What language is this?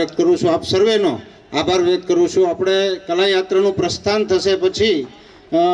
Gujarati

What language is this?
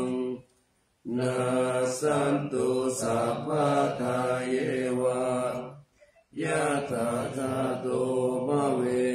Pali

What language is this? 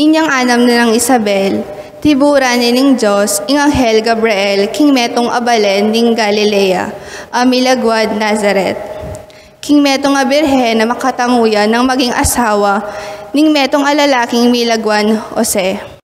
Pampanga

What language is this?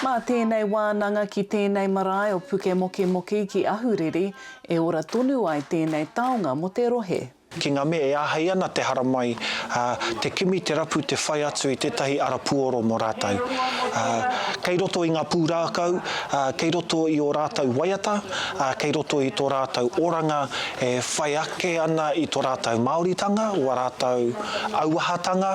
Māori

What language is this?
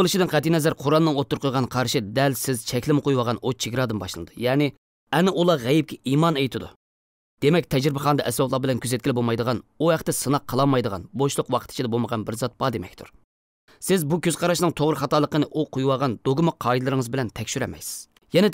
Uyghur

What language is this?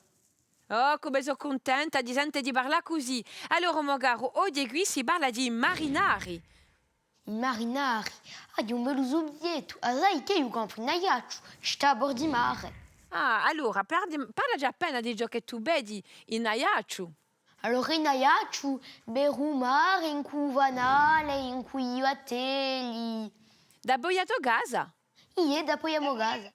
Corsican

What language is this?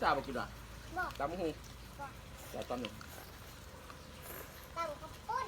Northeastern Thai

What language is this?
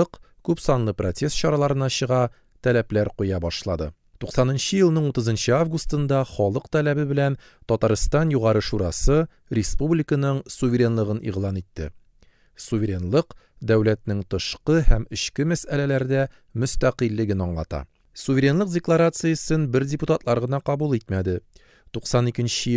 Tatar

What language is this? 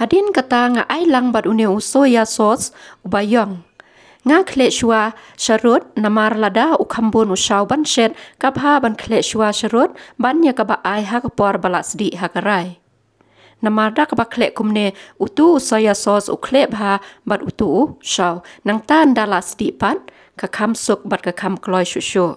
Khasi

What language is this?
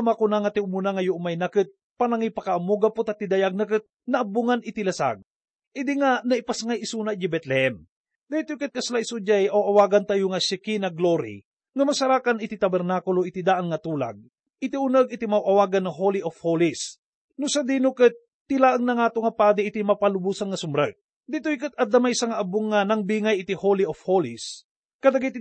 Iloko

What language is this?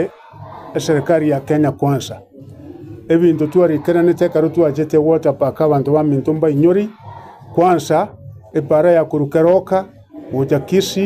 Gusii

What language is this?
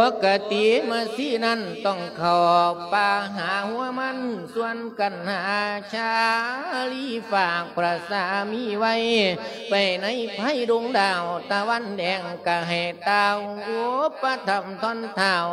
Lao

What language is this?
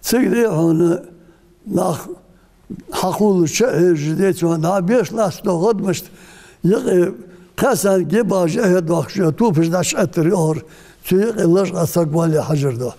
Ingush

